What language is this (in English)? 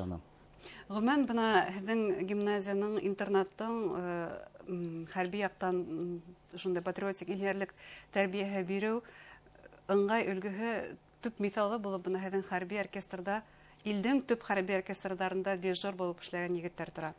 Bashkir